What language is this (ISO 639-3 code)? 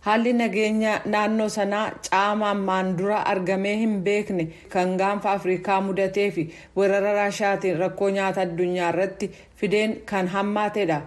orm